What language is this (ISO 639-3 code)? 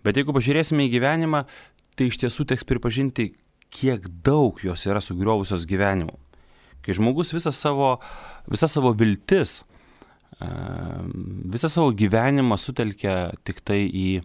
lit